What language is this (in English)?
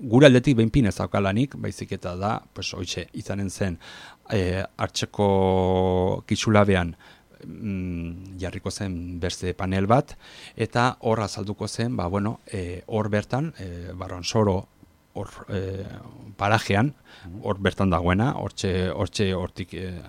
Basque